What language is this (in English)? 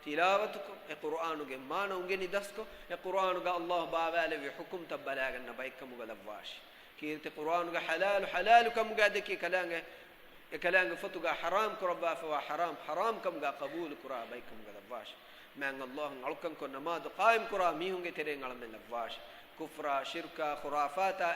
Divehi